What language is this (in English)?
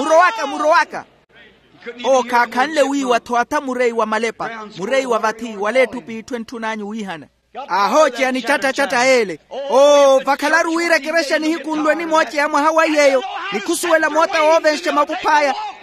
Makhuwa